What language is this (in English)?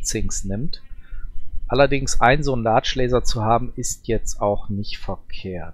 German